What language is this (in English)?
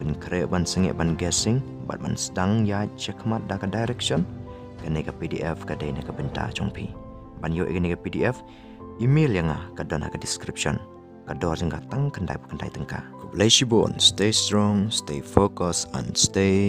Khasi